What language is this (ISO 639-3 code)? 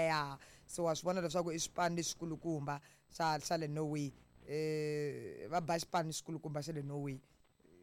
tso